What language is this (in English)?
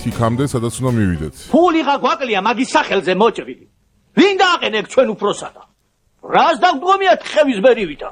Georgian